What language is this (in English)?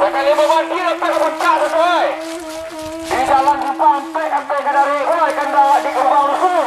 Minangkabau